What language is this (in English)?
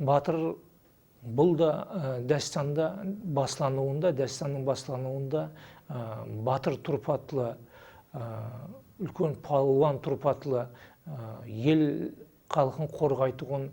Kara-Kalpak